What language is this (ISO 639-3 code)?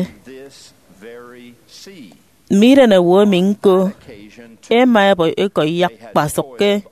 efi